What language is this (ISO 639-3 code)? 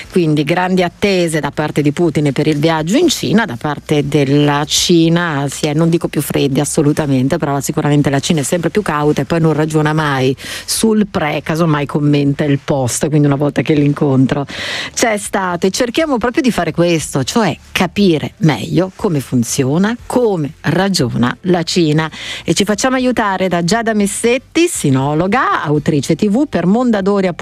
ita